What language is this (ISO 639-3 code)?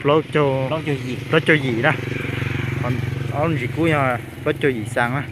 hmn